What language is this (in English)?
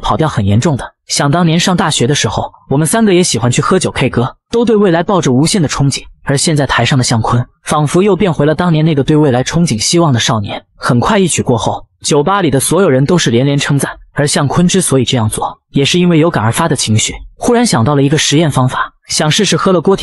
Chinese